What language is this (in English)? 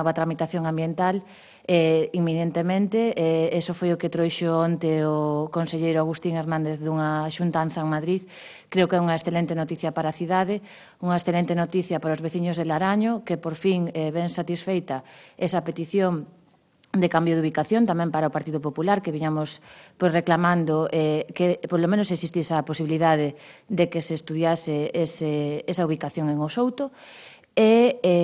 Galician